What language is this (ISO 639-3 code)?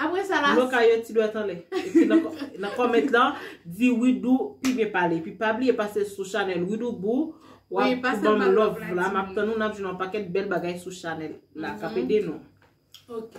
hat